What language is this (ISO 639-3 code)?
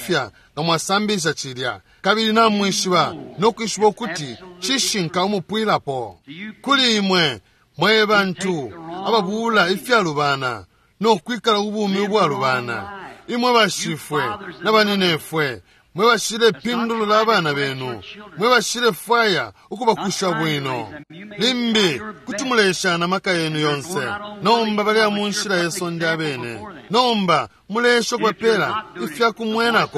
bem